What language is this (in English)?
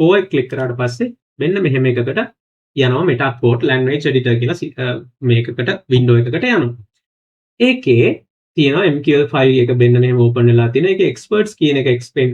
Sinhala